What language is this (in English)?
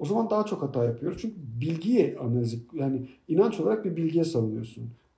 Turkish